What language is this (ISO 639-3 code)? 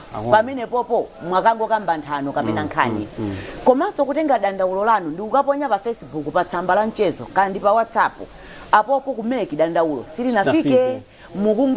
nya